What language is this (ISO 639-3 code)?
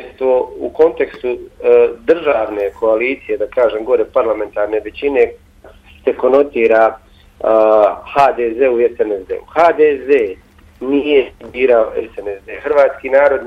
bos